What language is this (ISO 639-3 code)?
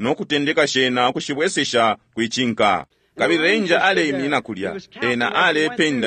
bem